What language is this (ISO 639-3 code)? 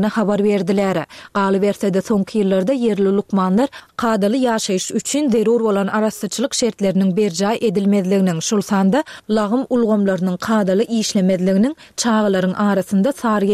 tuk